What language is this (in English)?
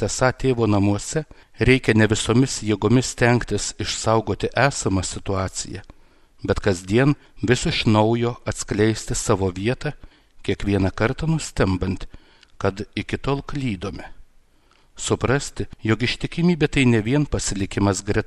Lithuanian